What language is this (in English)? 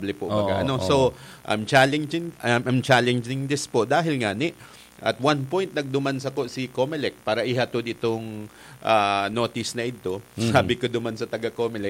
Bikol